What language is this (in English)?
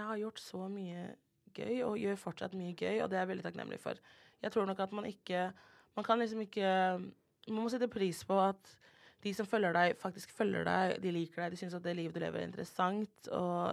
Norwegian